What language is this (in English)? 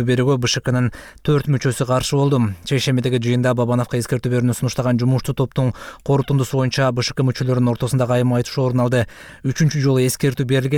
Kyrgyz